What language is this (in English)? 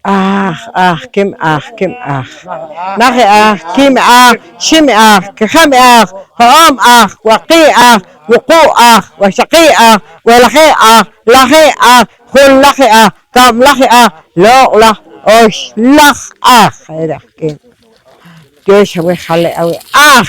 Poqomchi'